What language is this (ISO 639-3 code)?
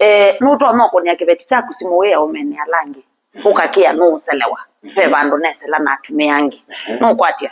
kam